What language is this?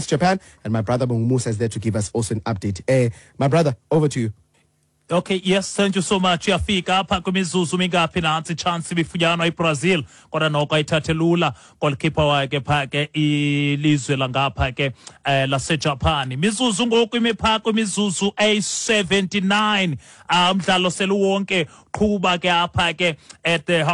Xhosa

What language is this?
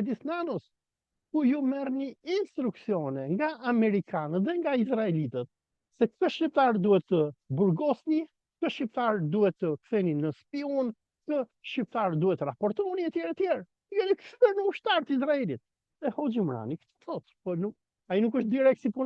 Albanian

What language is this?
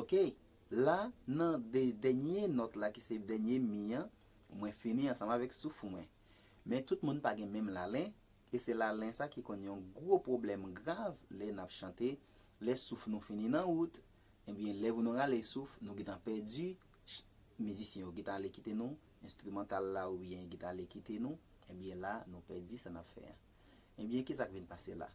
Haitian Creole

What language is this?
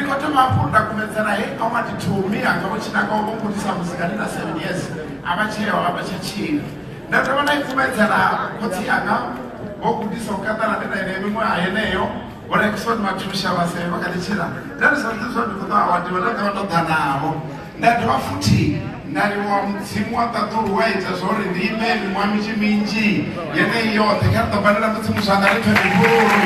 Venda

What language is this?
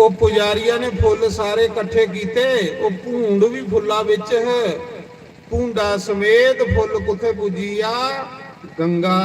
Dogri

